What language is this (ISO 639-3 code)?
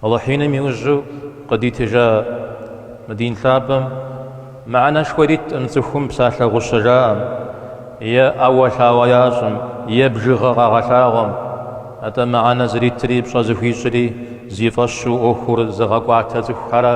kbd